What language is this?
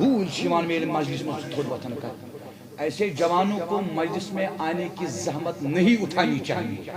Kashmiri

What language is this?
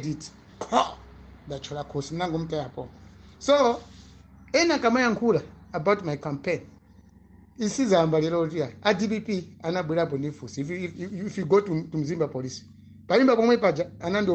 Nyanja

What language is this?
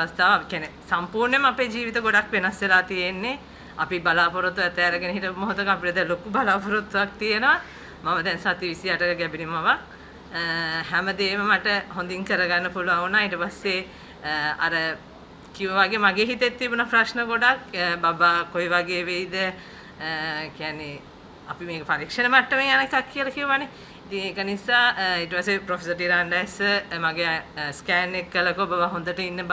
Sinhala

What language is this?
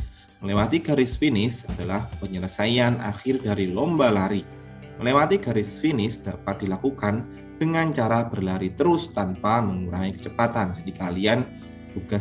Indonesian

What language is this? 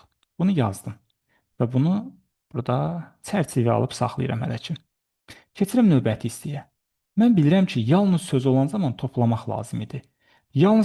Azerbaijani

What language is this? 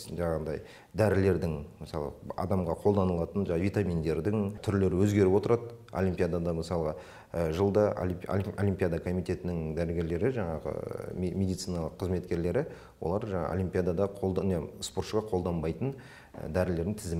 Kazakh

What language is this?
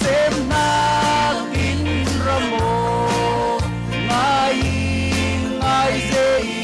Falam Chin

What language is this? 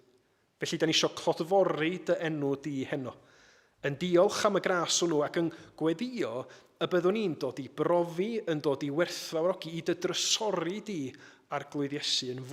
Welsh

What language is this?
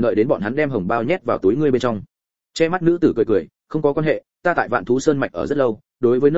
Vietnamese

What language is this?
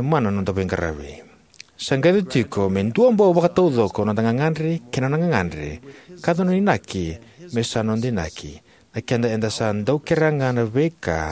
Fijian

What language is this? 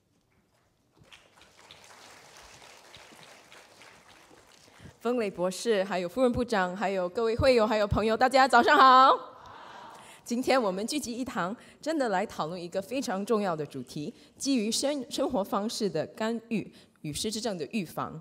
Chinese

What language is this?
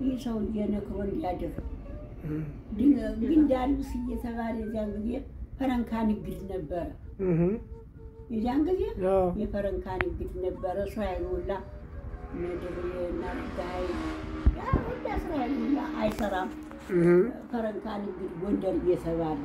Amharic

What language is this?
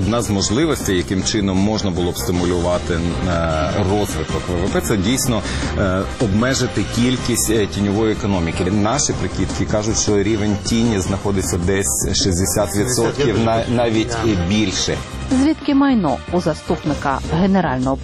Ukrainian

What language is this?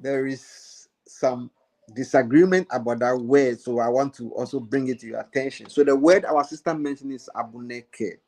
Ewe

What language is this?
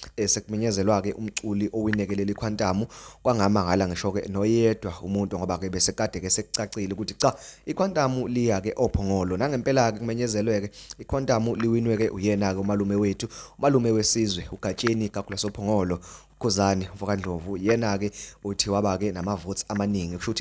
Zulu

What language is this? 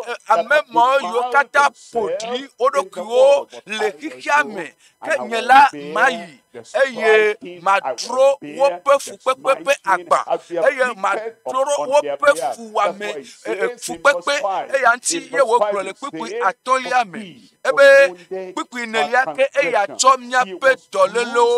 Ewe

